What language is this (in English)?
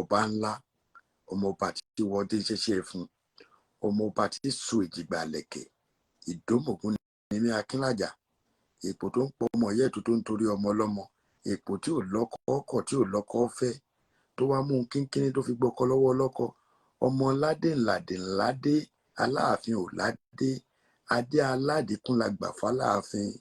Yoruba